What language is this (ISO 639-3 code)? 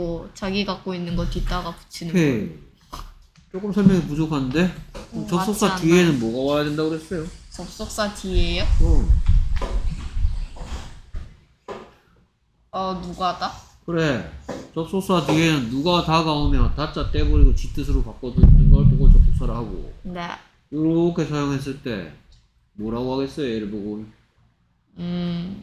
kor